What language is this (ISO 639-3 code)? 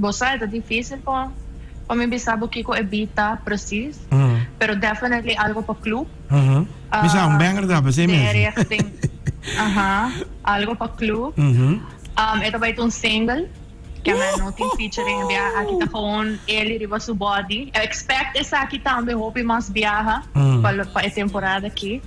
pap